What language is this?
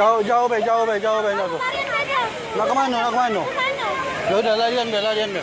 Musi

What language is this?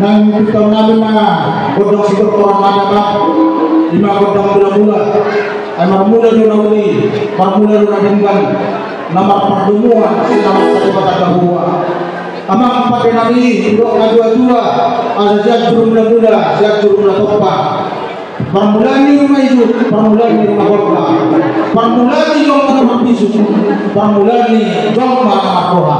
Batak Toba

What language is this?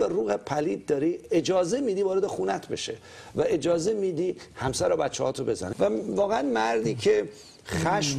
Persian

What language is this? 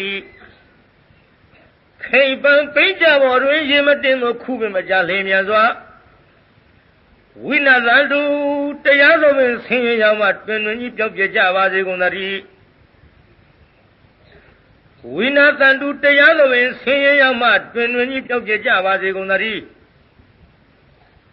Burmese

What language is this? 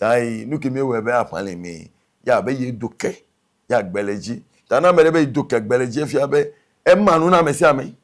Ewe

